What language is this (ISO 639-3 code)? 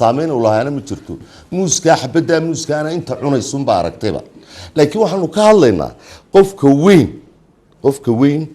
som